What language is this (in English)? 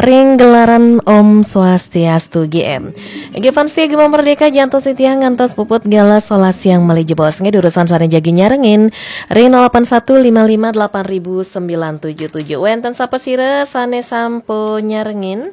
Balinese